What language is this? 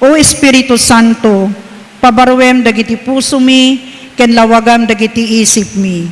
Iloko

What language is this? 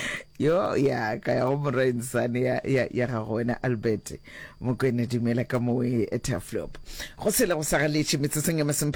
Northern Sotho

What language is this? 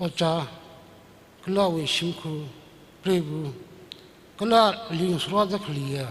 Tangkhul Naga (India)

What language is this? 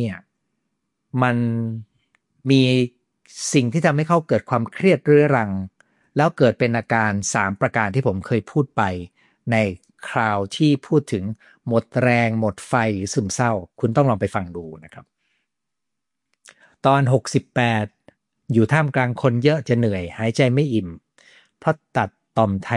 Thai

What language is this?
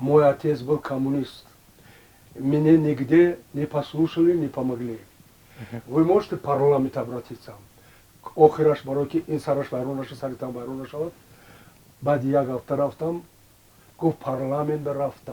Tajik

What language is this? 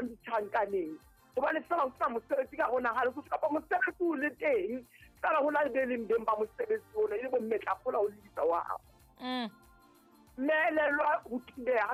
Southern Sotho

